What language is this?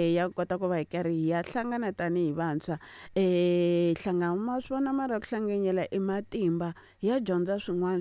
Tsonga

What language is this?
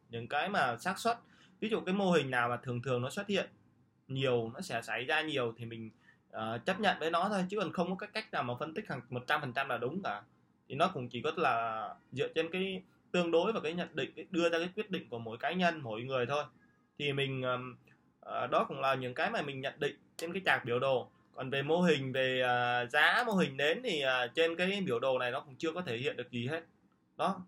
Vietnamese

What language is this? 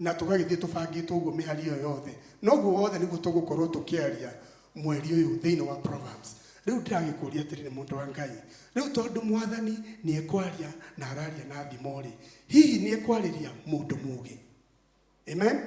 Kikuyu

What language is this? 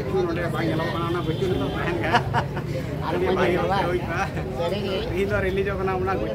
Santali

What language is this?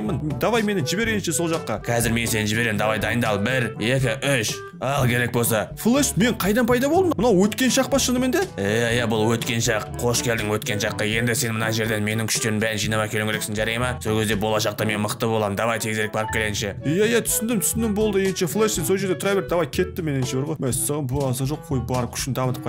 Kazakh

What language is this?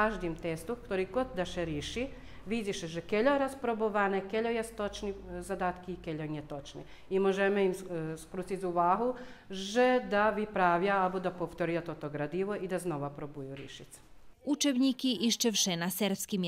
Rusyn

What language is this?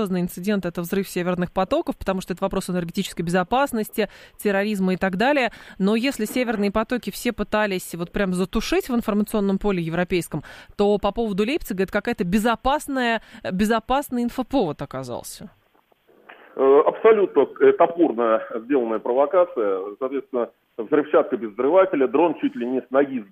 Russian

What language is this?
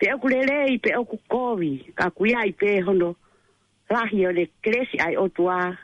Tongan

